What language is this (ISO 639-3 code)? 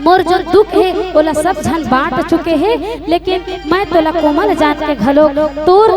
hne